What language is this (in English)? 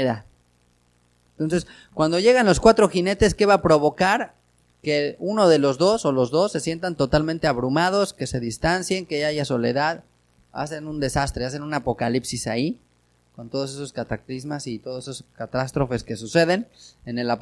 Spanish